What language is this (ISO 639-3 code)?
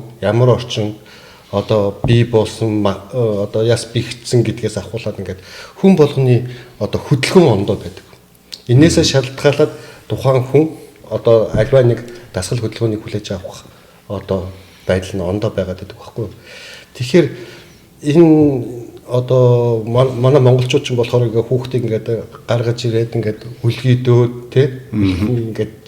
mon